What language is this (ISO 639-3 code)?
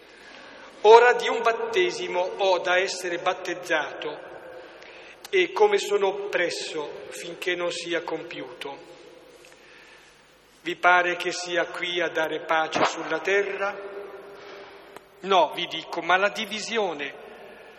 ita